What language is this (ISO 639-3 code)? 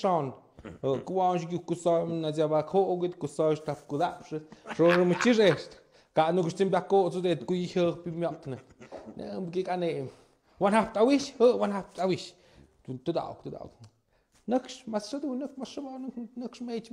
mxp